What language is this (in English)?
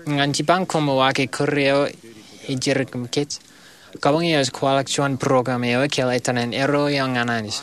Marshallese